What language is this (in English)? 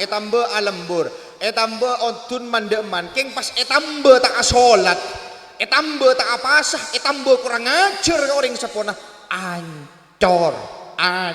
Madurese